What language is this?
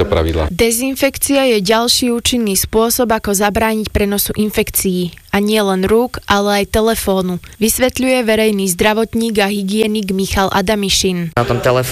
Slovak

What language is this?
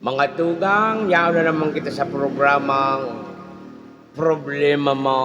Bikol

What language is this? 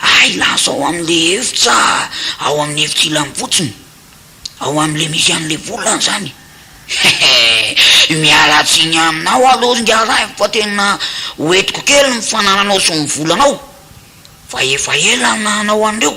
Malagasy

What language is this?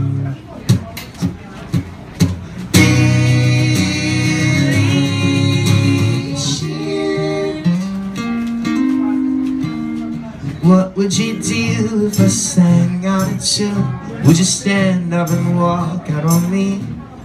English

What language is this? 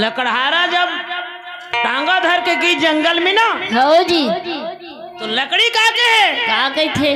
Chhattisgarhi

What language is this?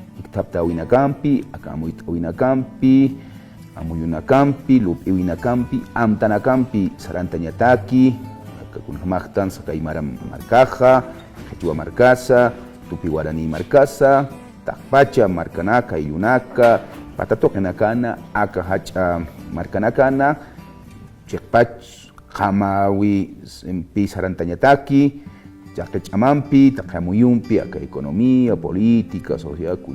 Aymara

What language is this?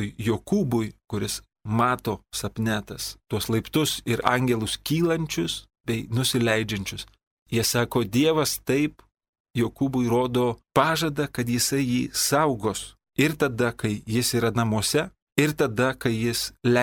Lithuanian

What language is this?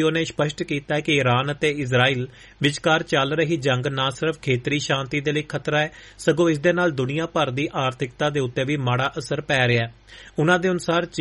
Punjabi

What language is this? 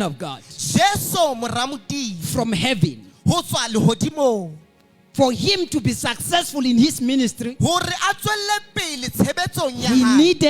Southern Sotho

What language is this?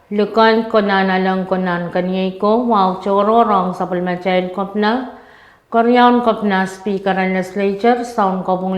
Pohnpeian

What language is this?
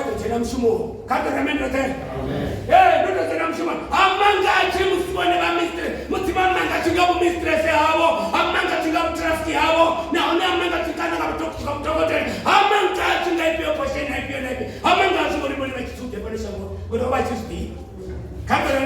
Venda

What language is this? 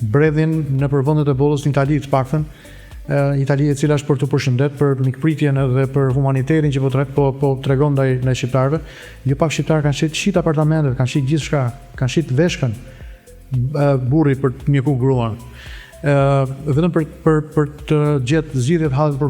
Albanian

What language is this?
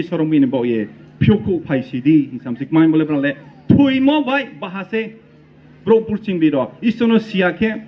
Riang (India)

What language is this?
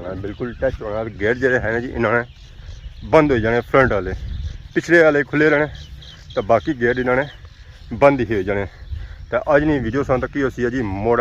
Pahari-Potwari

